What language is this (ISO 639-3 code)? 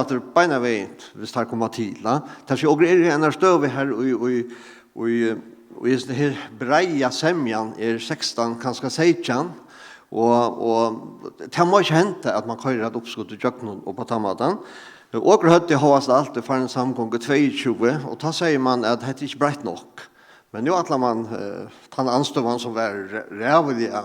fao